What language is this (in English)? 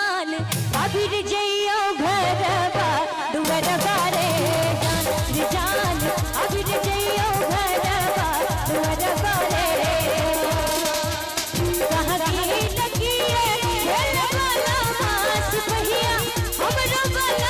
Maithili